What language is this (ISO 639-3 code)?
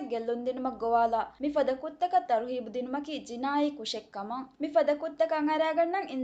div